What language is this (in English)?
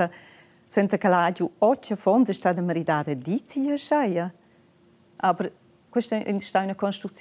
Romansh